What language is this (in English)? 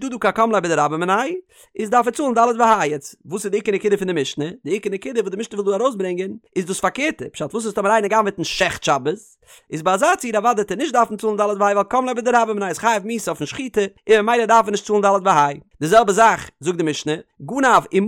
Yiddish